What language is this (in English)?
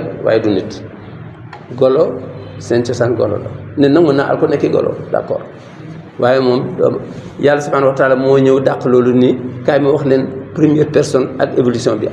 Wolof